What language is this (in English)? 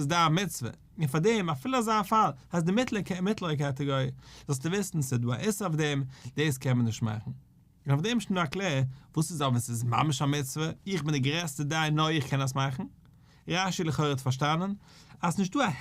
Yiddish